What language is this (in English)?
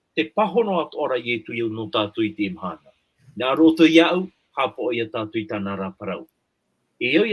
Tahitian